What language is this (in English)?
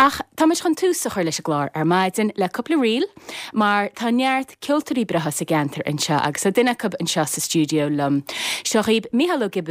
Irish